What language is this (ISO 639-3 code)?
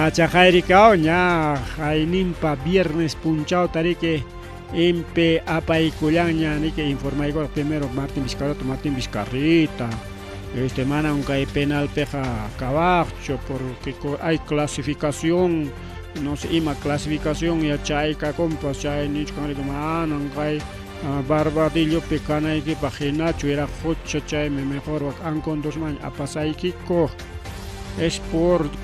quy